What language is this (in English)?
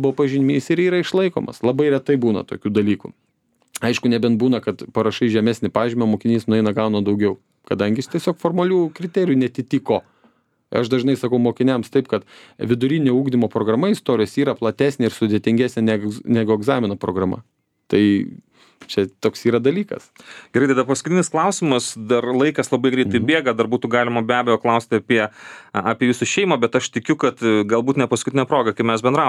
Lithuanian